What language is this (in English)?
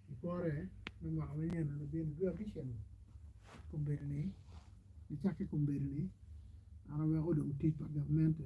Acoli